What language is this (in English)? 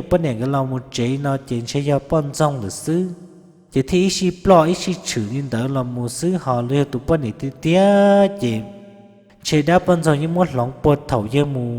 Hmong